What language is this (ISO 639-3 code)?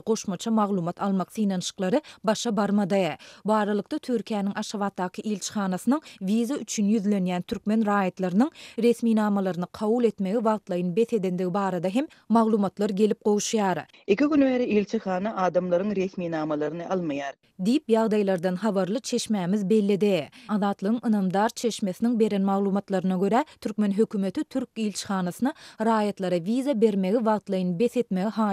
tuk